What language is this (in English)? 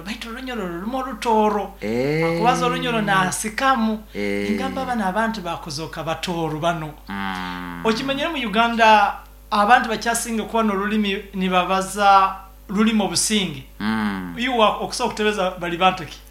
Nyoro